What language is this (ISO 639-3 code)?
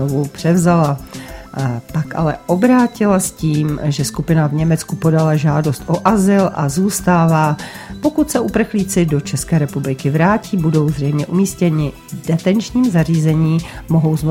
ces